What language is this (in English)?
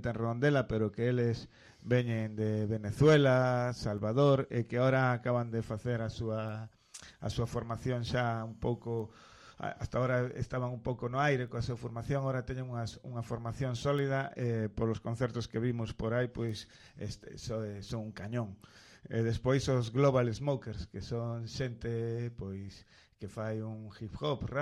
Galician